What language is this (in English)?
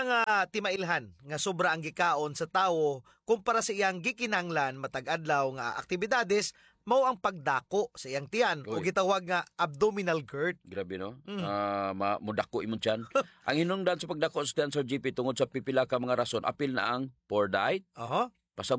Cebuano